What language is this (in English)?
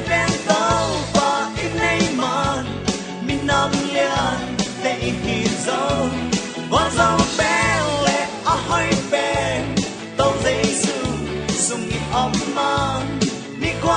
Tedim Chin